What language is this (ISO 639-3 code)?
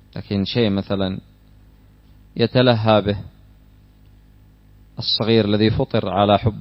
ara